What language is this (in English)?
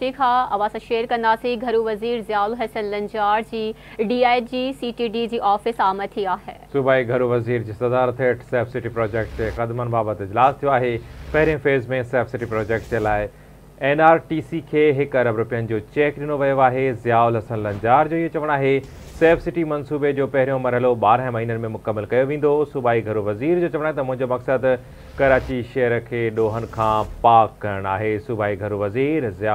Sindhi